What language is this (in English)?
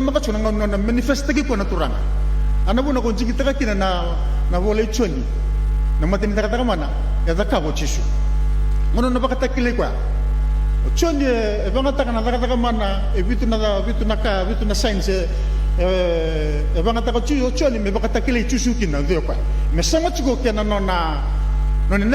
Fijian